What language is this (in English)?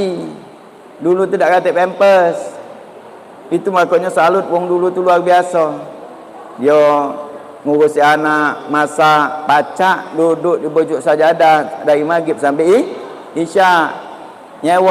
Musi